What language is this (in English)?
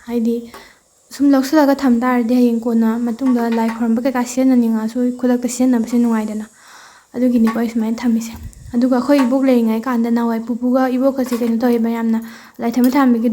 Manipuri